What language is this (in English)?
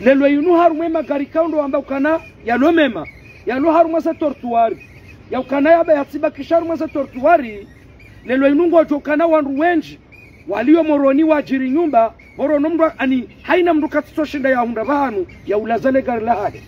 Ngazidja Comorian